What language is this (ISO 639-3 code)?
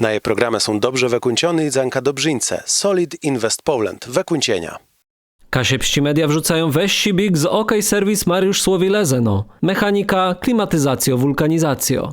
csb